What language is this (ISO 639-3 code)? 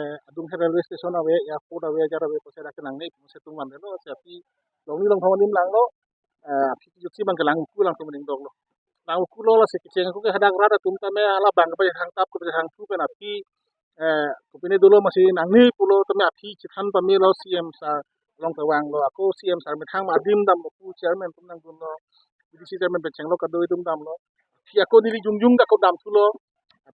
mjw